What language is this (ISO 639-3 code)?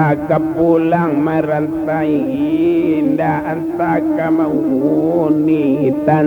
min